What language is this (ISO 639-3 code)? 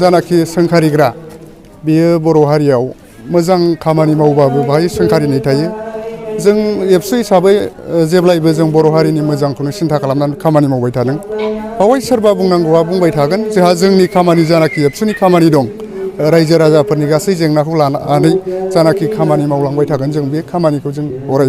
brx